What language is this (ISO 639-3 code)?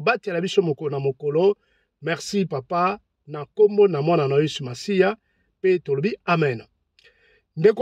lin